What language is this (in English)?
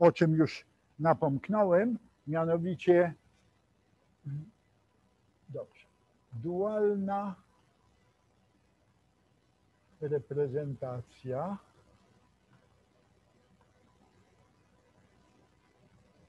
Polish